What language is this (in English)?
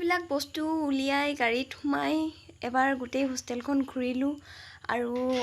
Assamese